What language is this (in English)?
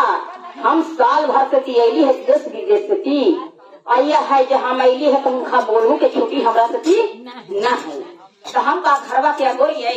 Magahi